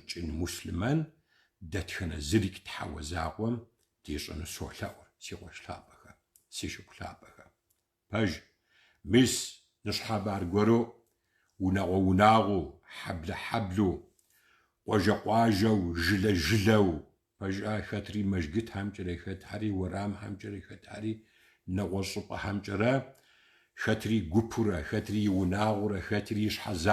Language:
Kabardian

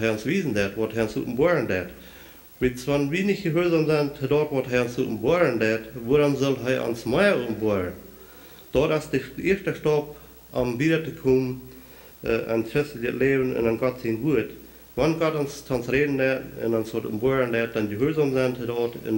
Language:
Plautdietsch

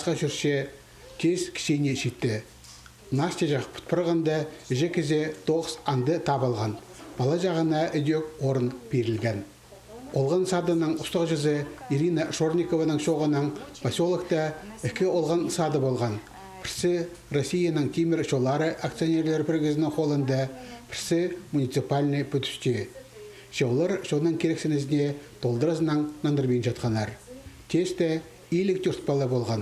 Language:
Khakas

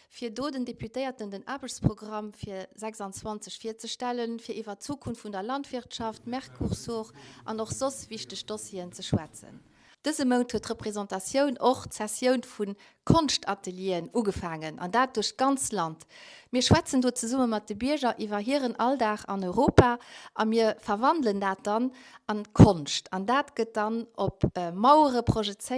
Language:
Luxembourgish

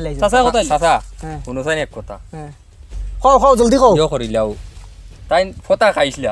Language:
Sylheti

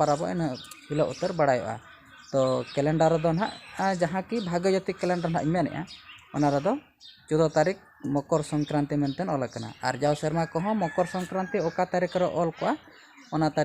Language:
Santali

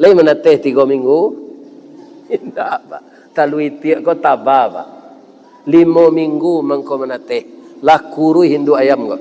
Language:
Minangkabau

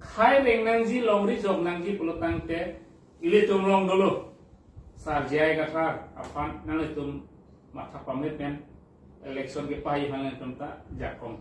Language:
Karbi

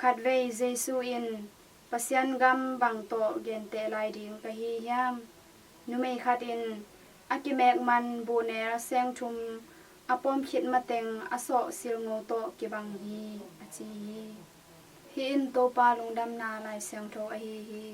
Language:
Tedim Chin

